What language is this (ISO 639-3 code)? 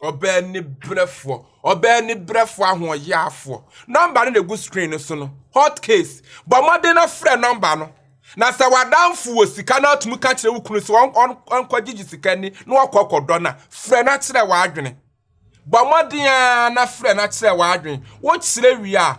aka